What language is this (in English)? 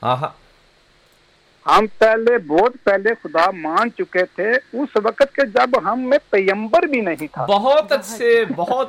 Urdu